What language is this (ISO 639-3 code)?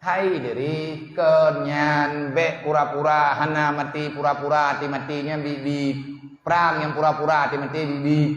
ace